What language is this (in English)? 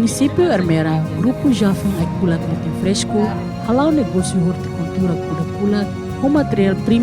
Tetum